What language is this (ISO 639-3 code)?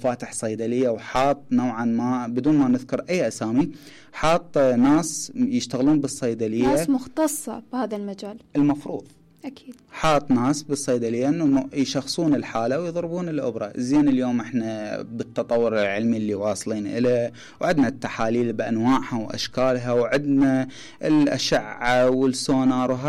acm